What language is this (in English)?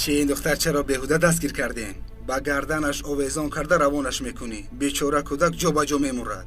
Tajik